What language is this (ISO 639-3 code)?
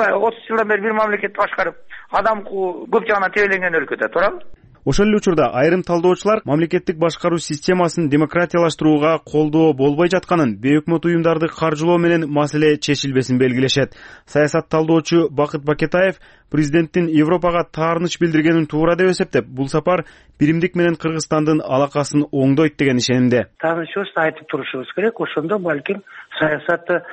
kir